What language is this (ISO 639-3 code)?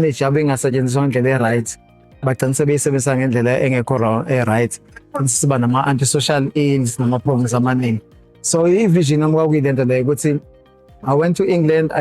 zul